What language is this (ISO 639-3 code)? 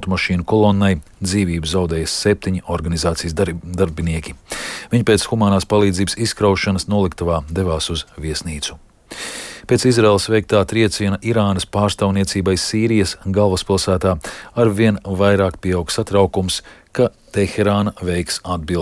lav